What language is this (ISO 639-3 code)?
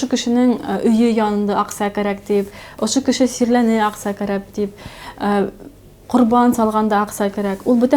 bak